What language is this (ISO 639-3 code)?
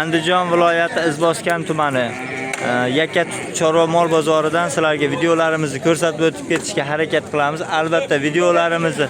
uzb